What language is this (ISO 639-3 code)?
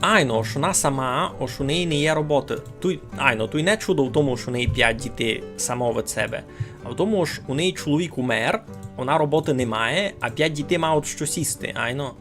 rue